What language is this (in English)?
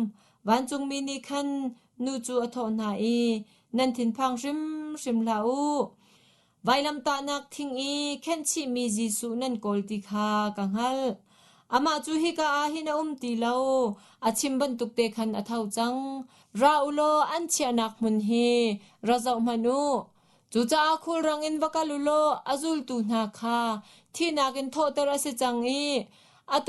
Hakha Chin